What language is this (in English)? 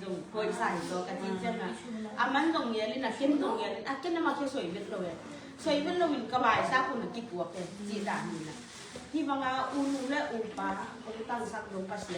Tedim Chin